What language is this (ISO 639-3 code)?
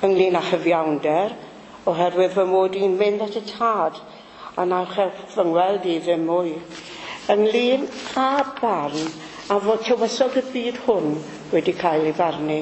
cym